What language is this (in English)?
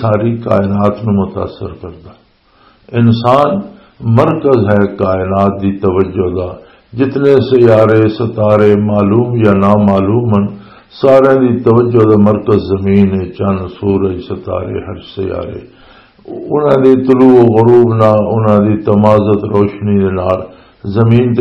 Western Panjabi